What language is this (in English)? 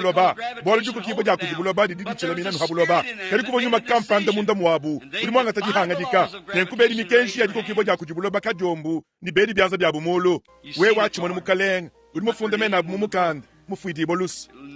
Luba-Lulua